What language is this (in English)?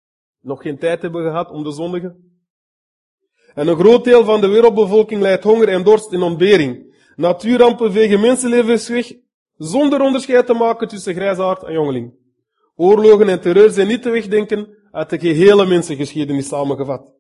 Dutch